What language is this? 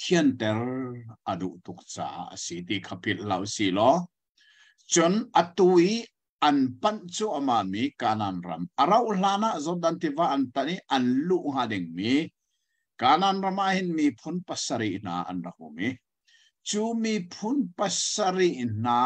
Hakha Chin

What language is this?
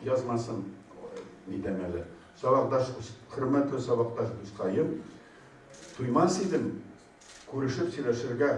Tatar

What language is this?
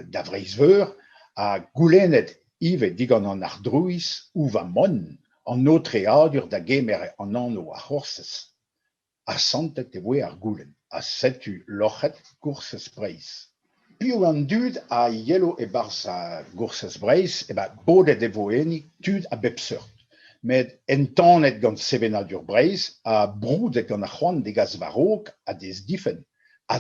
Breton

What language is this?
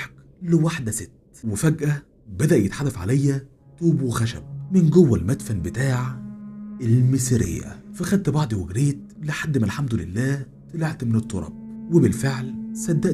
Egyptian Arabic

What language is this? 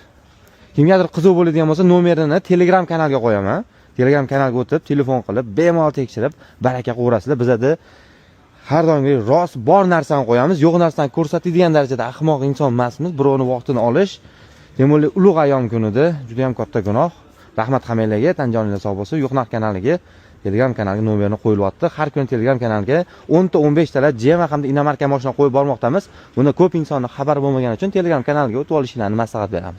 Uzbek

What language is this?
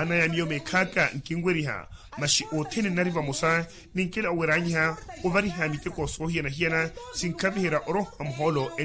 Makhuwa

